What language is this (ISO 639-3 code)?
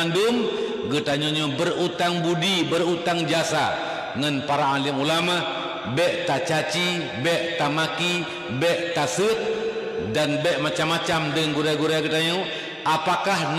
ace